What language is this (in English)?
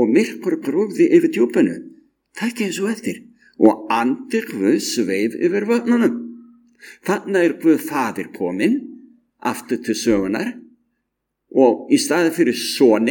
Icelandic